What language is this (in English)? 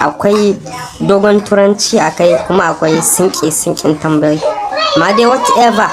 Hausa